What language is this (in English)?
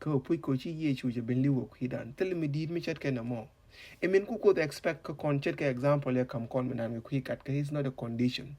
Nuer